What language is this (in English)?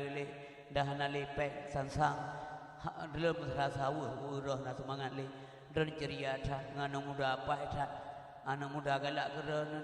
Achinese